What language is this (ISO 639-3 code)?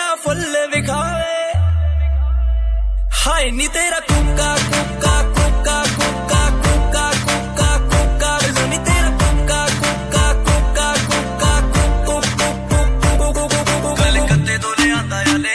pan